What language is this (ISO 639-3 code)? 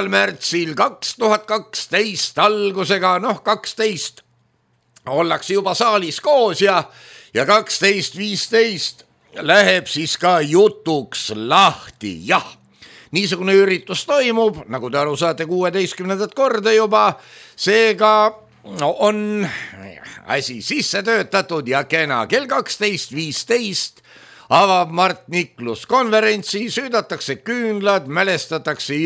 est